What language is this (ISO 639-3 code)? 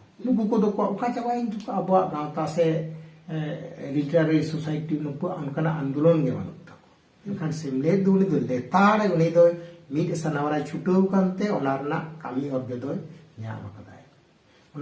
sat